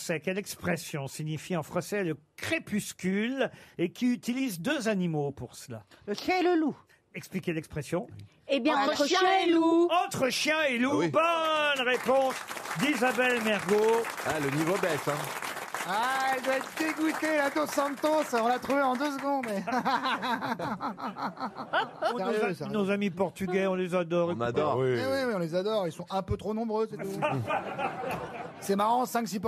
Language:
French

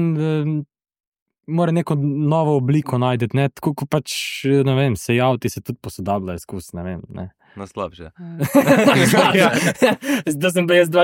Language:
Slovenian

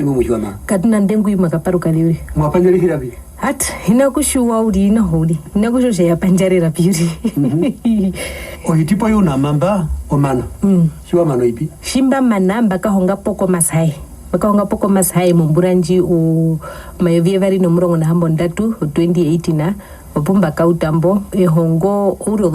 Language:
Herero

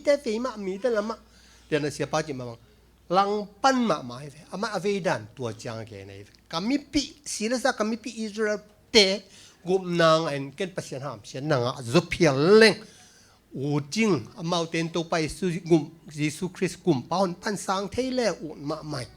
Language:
Tedim Chin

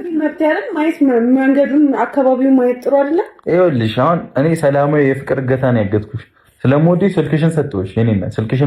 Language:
Amharic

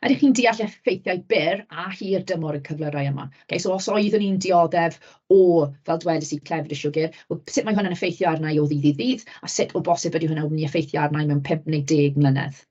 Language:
Welsh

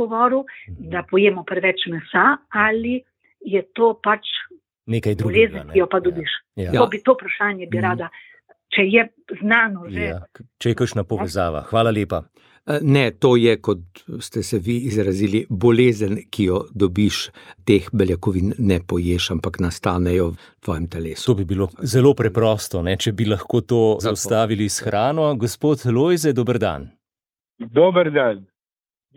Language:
Slovenian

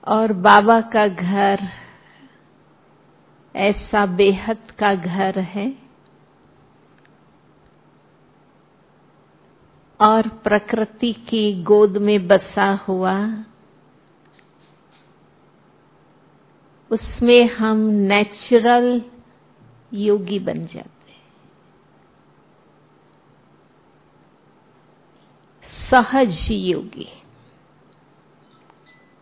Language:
Hindi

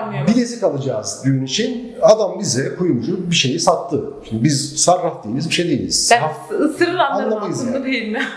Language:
Turkish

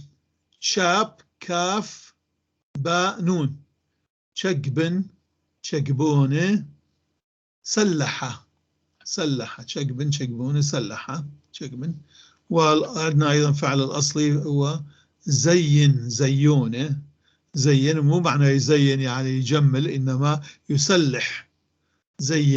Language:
North Levantine Arabic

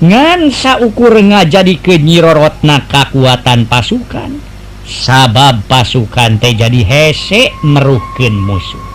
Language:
Sundanese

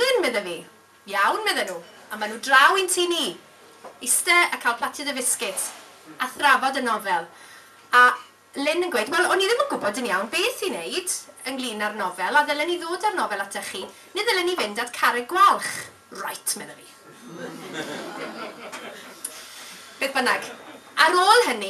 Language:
Welsh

